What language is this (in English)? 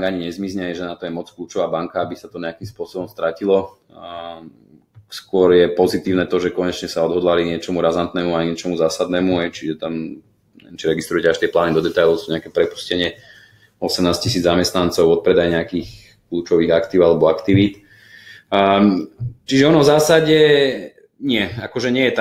Slovak